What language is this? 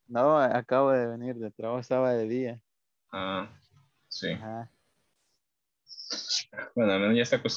Spanish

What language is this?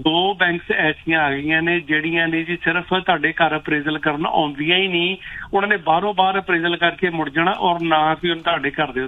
Punjabi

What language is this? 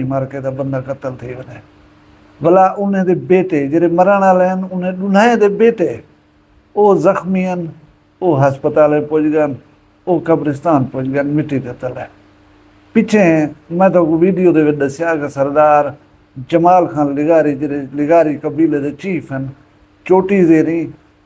Saraiki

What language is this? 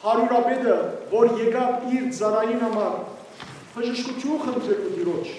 Western Armenian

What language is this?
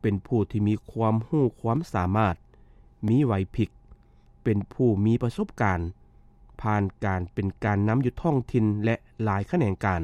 Lao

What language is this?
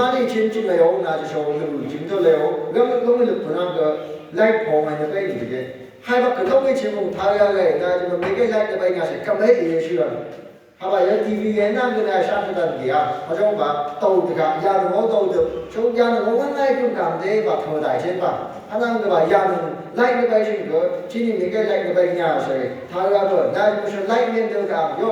Phom Naga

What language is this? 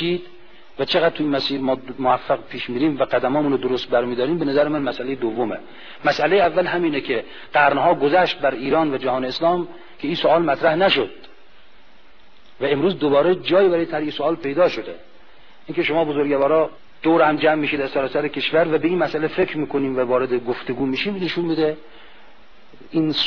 Persian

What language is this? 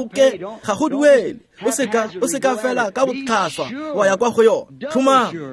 Tswana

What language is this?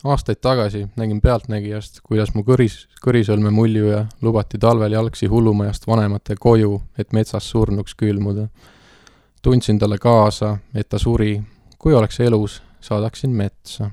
Estonian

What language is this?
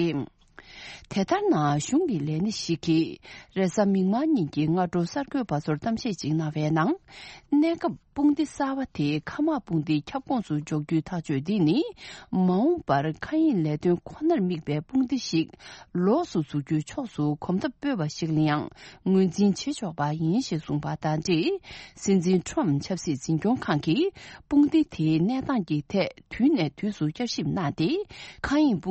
Tibetan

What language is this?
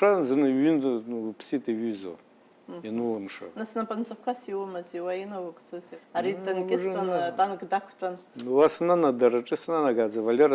Abkhazian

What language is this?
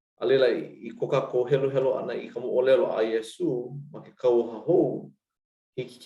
Hawaiian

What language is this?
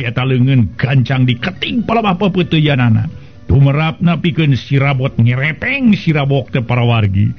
Sundanese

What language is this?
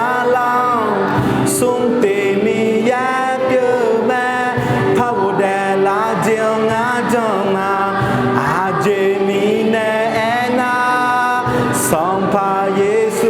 Akha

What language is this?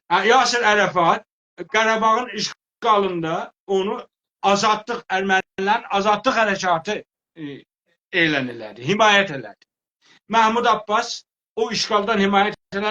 South Azerbaijani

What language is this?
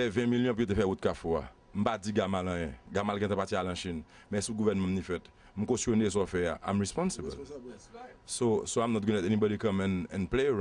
Haitian Creole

